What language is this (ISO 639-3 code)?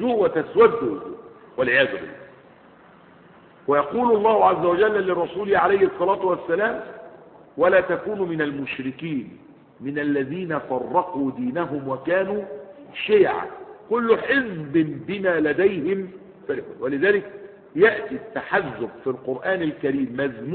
ara